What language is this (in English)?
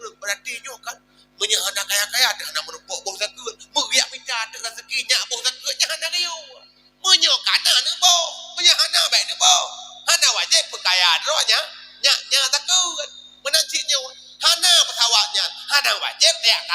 Achinese